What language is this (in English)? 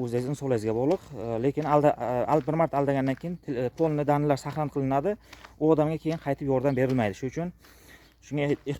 Uzbek